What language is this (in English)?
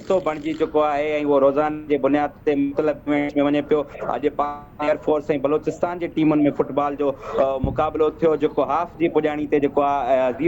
Sindhi